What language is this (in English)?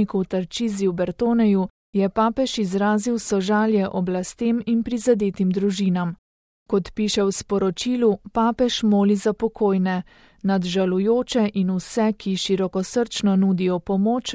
Slovenian